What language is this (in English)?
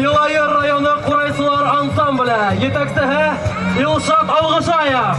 Bashkir